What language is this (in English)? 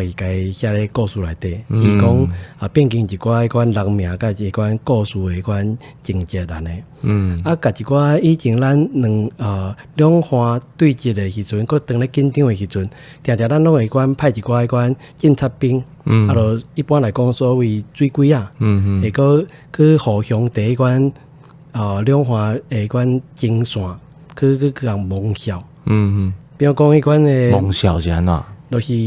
Min Nan Chinese